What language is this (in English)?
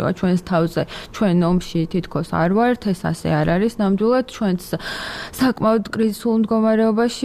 Georgian